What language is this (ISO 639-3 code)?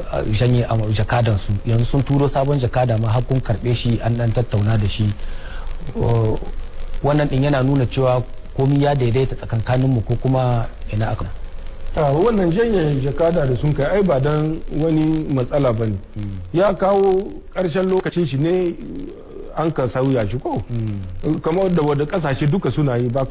hau